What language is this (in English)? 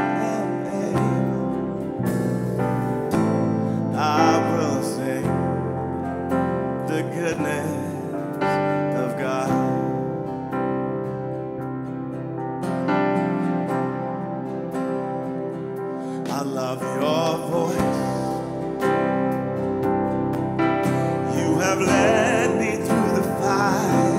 English